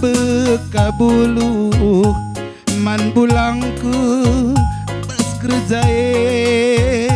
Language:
Batak Karo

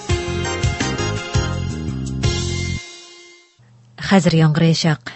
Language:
Tatar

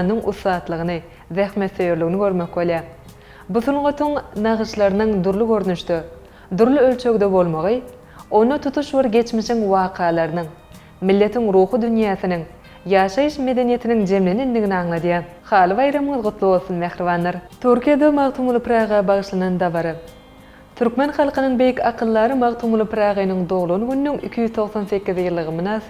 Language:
Turkmen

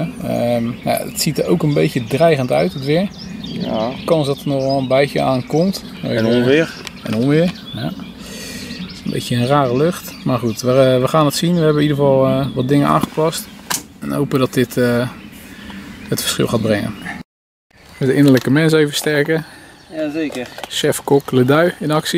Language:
Dutch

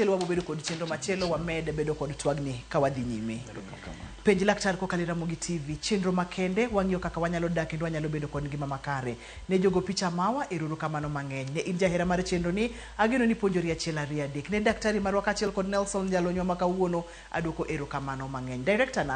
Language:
Luo (Kenya and Tanzania)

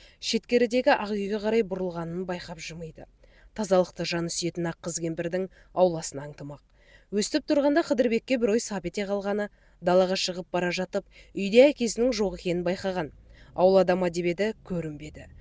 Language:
Kazakh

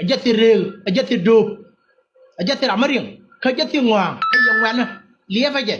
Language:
Nuer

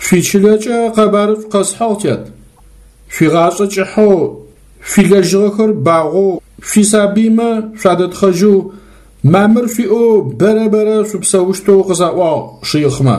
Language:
Adyghe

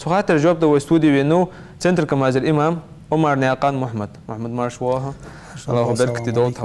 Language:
Ingush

